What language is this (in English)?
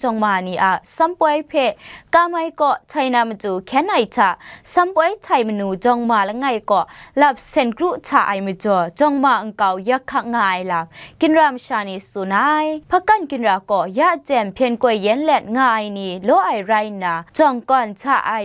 Kachin